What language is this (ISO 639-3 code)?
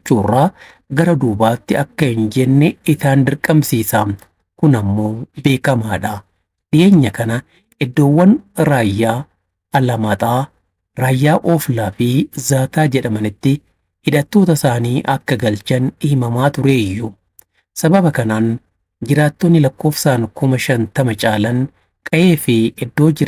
orm